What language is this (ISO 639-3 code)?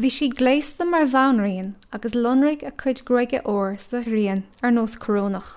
gle